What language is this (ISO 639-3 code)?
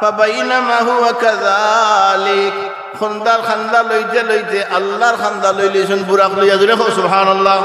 syl